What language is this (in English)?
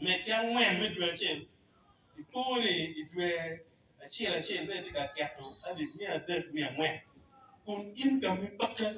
Acoli